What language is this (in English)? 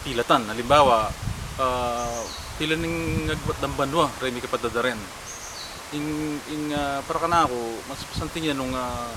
Pampanga